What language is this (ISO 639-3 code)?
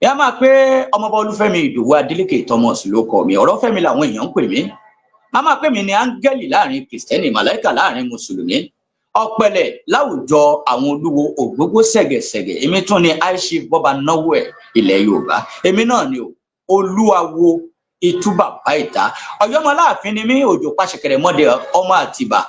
yor